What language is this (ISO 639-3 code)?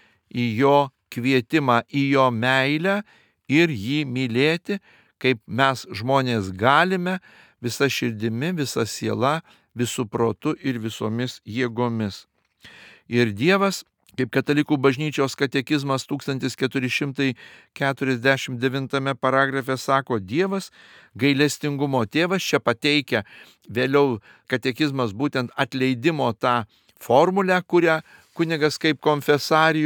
lit